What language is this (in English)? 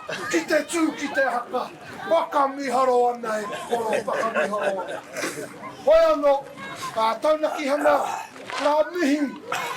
Māori